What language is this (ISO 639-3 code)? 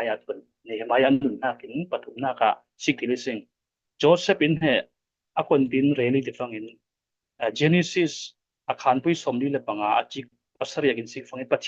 cfm